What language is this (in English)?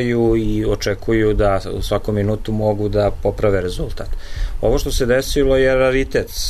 Serbian